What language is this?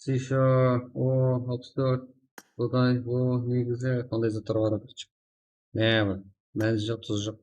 Kara-Kalpak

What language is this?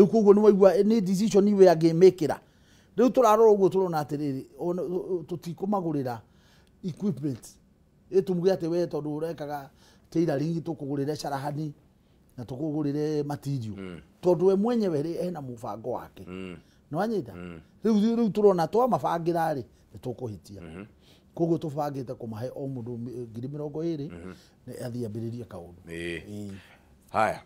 Kikuyu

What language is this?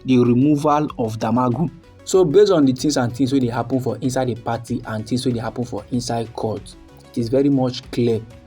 Nigerian Pidgin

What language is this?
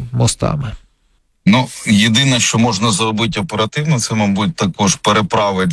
Ukrainian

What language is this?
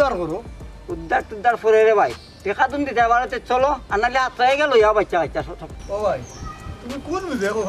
Sylheti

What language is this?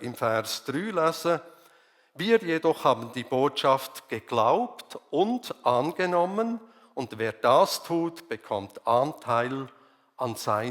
Swiss German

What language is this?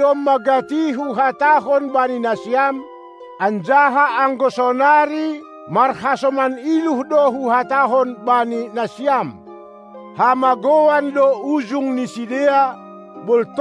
Batak Simalungun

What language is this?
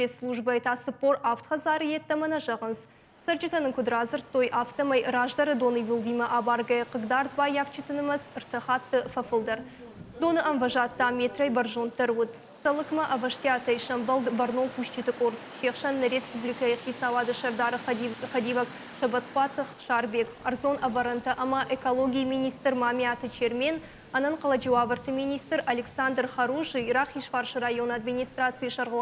Ossetic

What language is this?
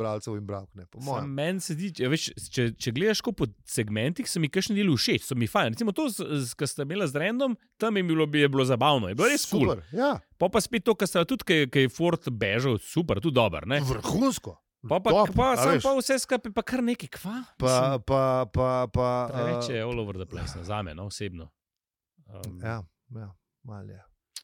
Slovenian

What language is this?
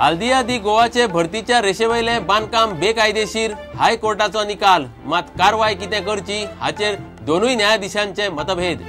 Konkani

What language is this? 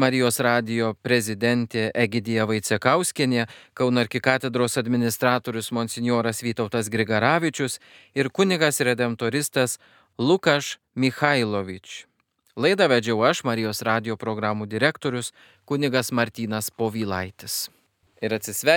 Lithuanian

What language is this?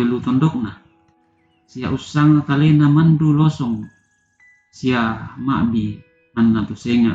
Toraja-Sa'dan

